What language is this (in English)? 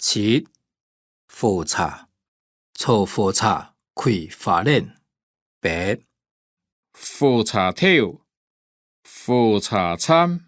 Hakka Chinese